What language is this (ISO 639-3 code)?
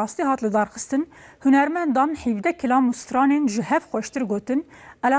kur